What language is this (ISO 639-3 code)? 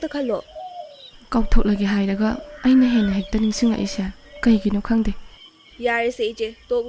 mni